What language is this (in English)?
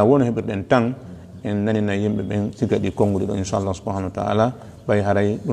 Fula